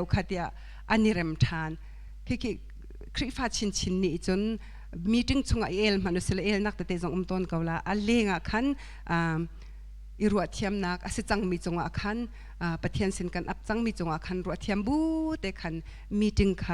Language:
Hakha Chin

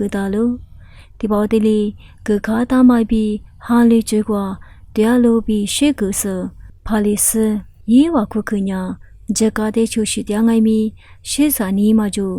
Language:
Lisu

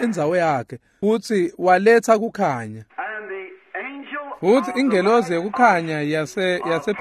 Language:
Swati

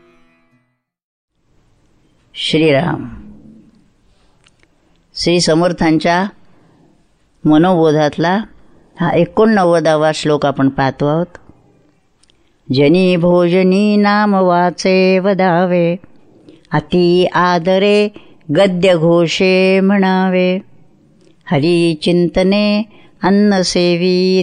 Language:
Marathi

